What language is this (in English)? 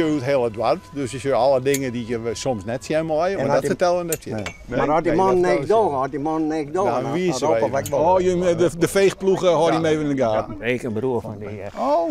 Western Frisian